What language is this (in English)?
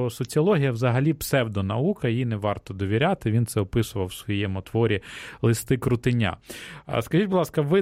Ukrainian